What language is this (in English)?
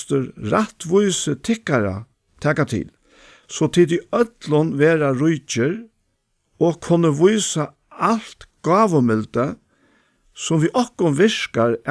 Faroese